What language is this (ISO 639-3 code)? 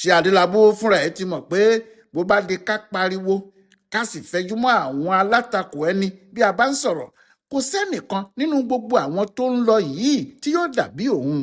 yor